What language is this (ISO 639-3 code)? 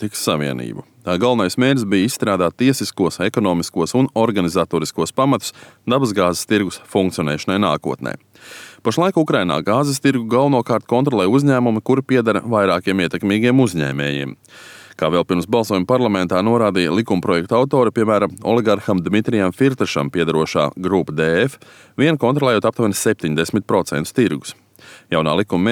lav